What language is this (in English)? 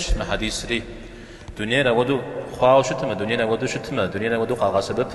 Kabardian